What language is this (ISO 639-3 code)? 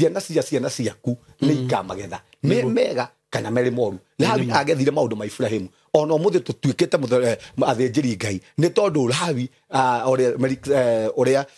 kik